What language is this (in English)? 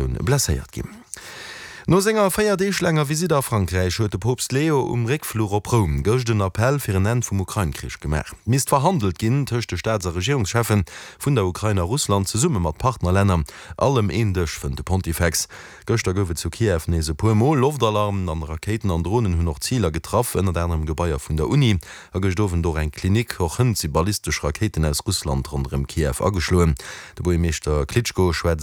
Luxembourgish